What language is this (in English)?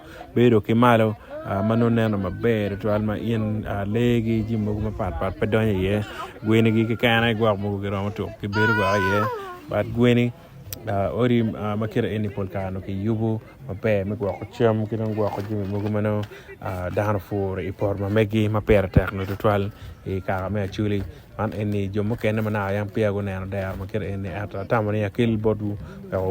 Acoli